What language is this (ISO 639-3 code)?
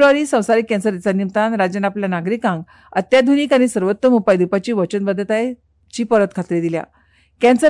kok